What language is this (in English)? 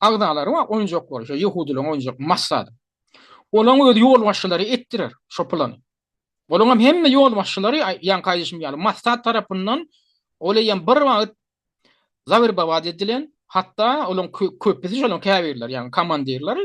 Turkmen